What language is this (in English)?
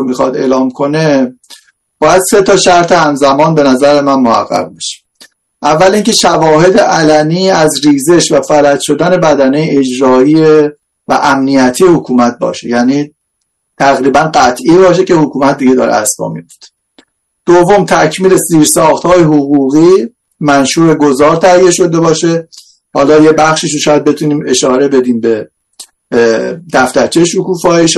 Persian